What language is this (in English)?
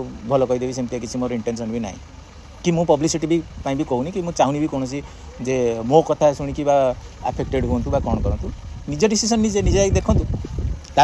Odia